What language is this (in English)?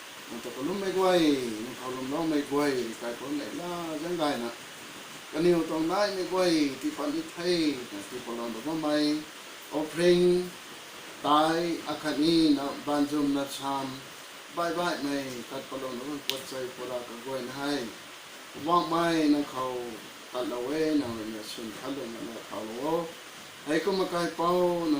Rongmei Naga